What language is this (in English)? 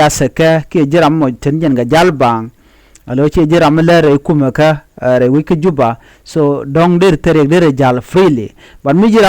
Nuer